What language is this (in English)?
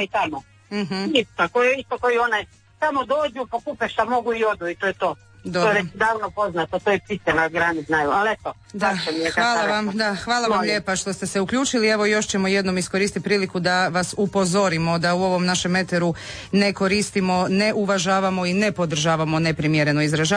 Croatian